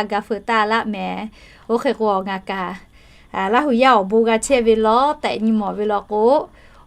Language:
Lahu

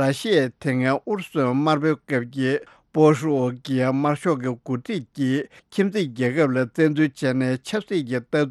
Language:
Tibetan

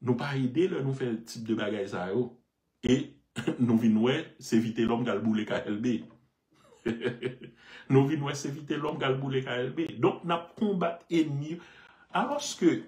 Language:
Haitian Creole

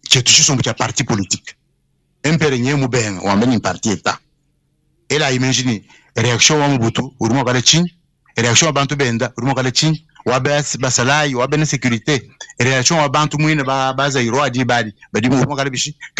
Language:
Luba-Lulua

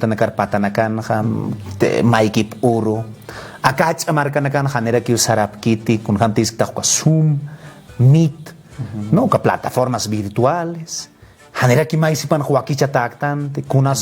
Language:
Aymara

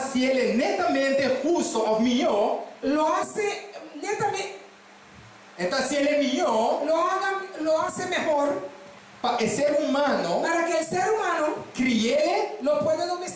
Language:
Papiamento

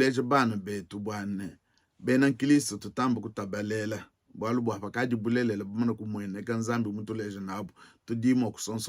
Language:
Luba-Lulua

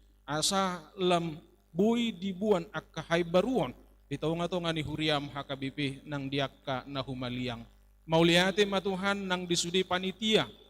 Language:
Batak Toba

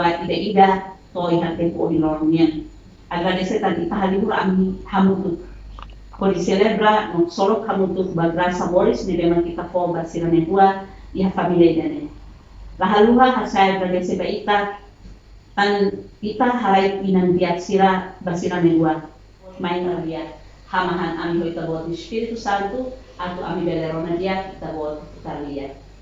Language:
Tetum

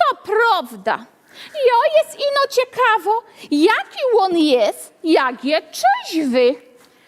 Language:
Silesian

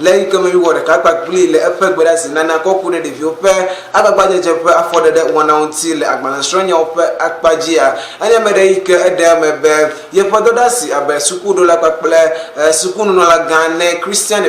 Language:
Ewe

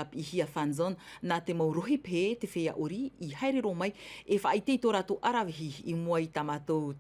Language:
Tahitian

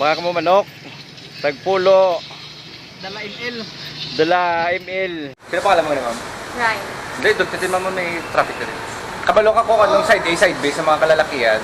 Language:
Hiligaynon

